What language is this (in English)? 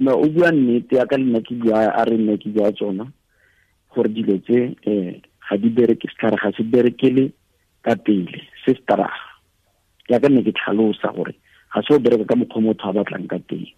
Tswana